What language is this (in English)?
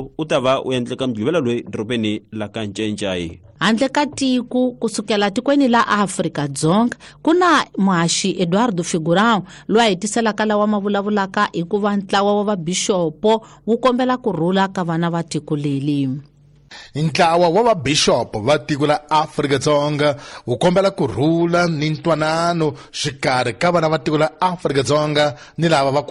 Tsonga